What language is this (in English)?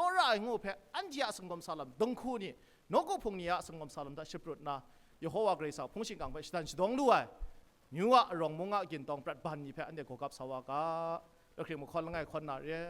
Kachin